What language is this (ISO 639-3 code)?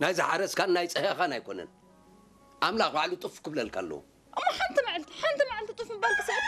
tir